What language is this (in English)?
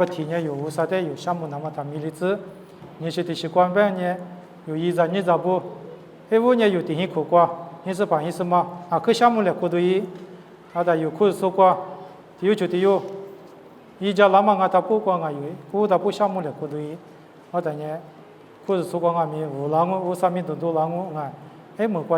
Lisu